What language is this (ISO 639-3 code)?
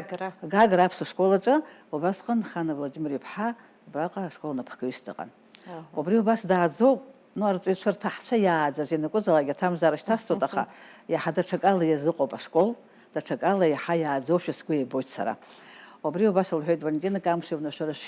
abk